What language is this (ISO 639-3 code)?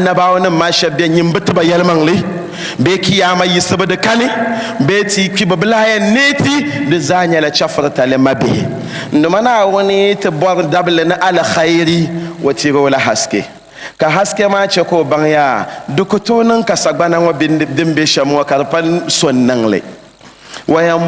dag